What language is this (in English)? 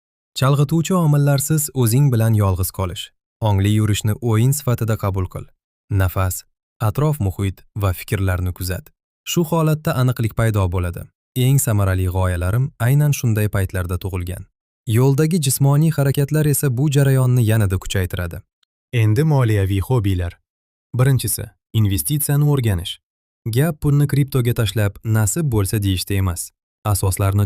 Uzbek